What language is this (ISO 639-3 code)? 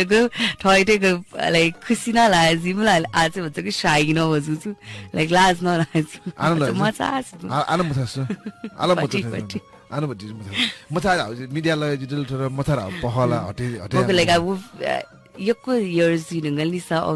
new